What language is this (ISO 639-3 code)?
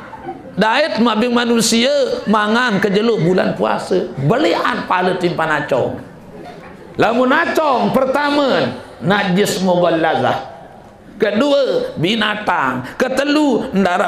sas